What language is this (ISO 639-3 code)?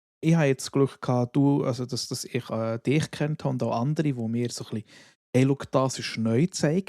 gsw